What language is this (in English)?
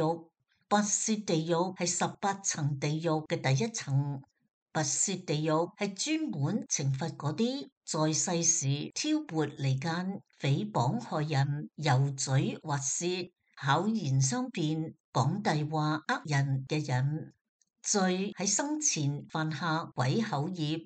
Cantonese